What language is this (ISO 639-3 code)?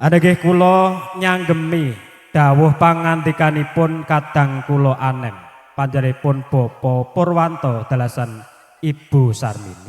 jav